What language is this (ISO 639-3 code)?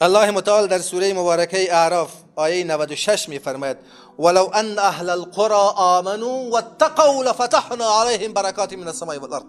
fas